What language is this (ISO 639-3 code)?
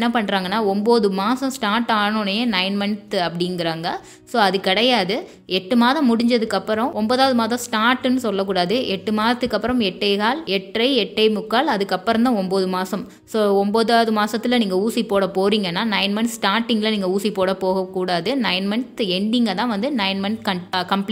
tam